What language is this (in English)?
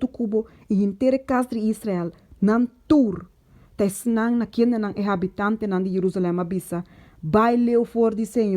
Papiamento